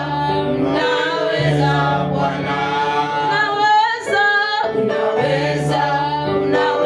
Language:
Swahili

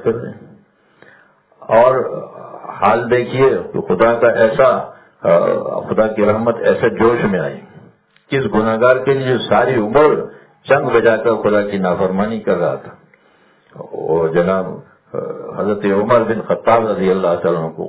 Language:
Urdu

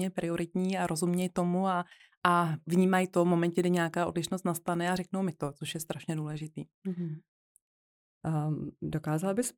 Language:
Czech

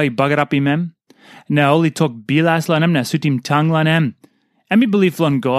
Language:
Tok Pisin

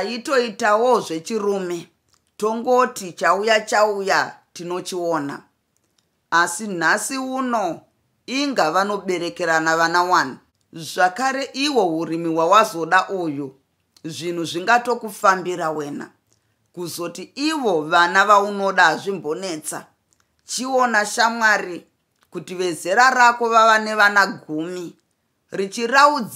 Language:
Shona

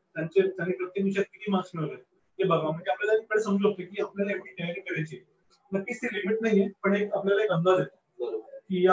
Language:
Marathi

